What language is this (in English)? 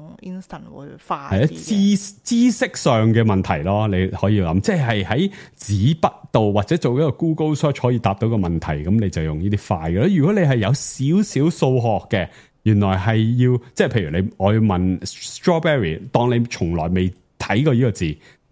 Cantonese